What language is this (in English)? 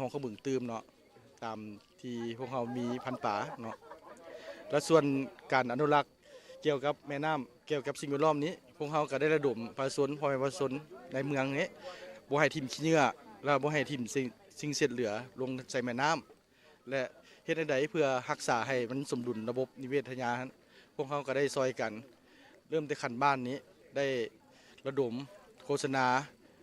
Lao